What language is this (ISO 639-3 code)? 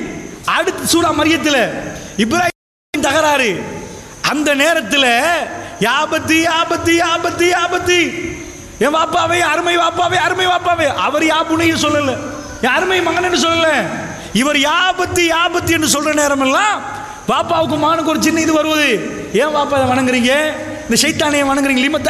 tam